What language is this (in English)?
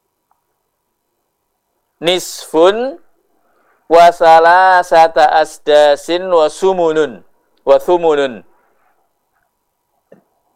Indonesian